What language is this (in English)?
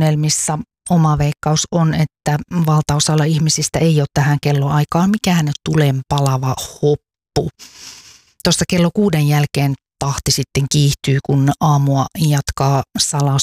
Finnish